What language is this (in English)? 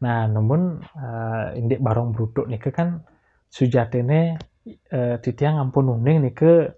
Balinese